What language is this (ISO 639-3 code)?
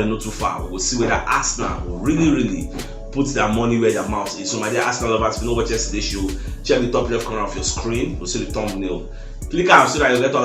pcm